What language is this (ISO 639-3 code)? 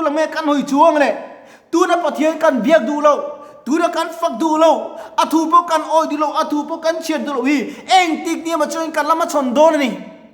lus